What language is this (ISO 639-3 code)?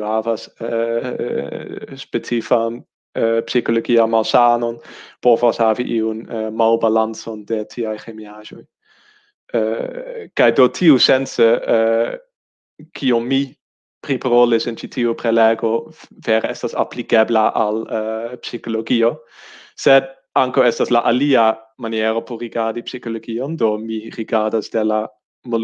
epo